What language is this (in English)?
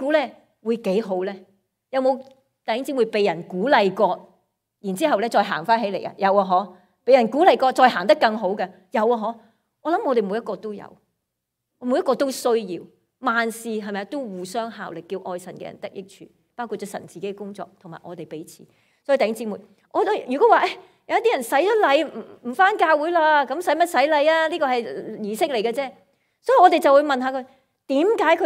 Cantonese